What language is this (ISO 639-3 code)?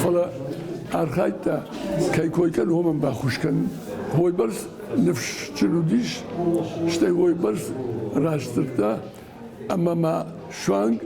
oss